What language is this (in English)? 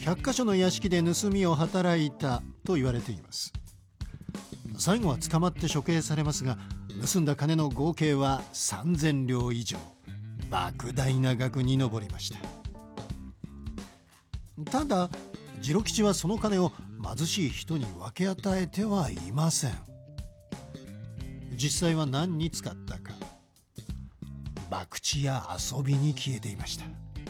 Japanese